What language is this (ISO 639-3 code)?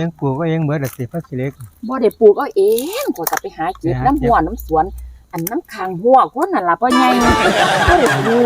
tts